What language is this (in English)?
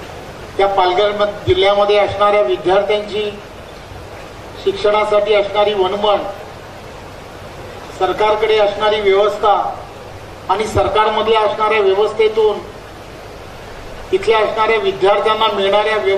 Marathi